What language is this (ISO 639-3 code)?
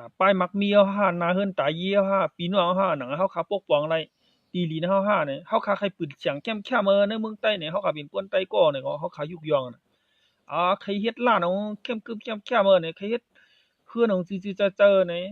shn